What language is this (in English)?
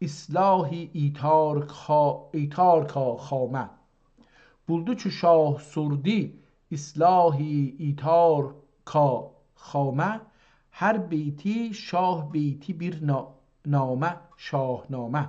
South Azerbaijani